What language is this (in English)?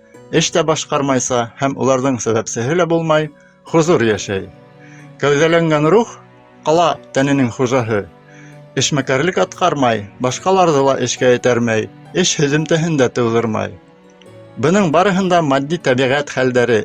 Bashkir